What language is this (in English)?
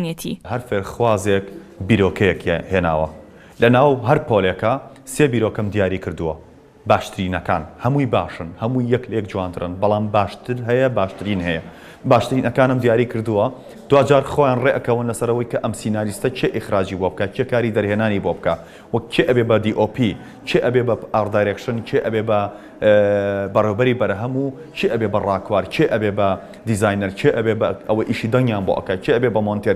Central Kurdish